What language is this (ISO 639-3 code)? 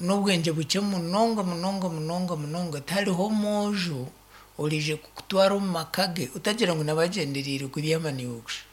nyn